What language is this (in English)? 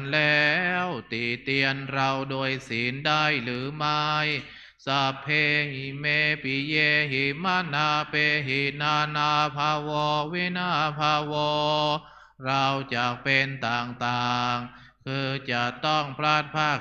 Pali